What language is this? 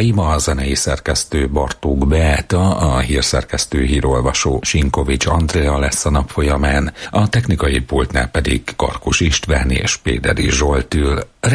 Hungarian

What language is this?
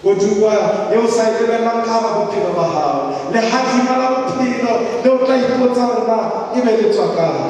Southern Sotho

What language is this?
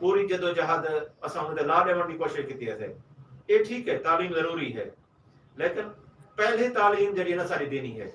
Saraiki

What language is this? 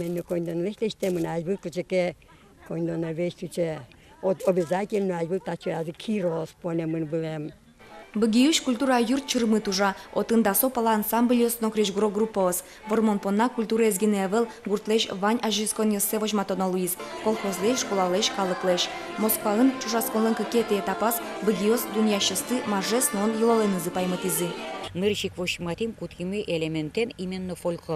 Udmurt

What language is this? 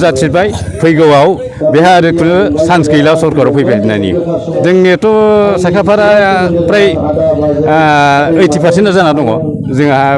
Bodo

